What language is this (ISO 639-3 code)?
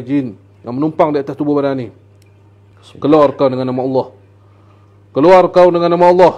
msa